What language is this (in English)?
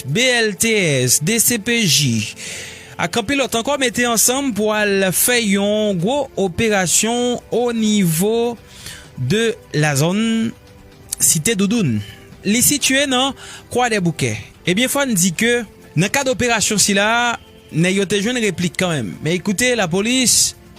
Haitian Creole